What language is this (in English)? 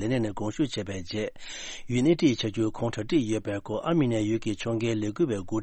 Tibetan